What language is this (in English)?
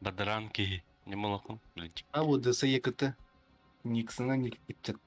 Yakut